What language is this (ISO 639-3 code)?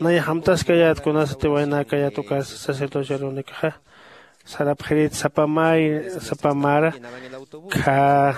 aym